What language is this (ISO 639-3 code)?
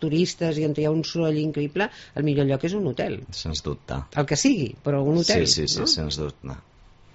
cat